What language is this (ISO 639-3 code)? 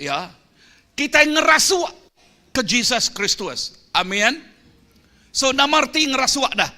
iba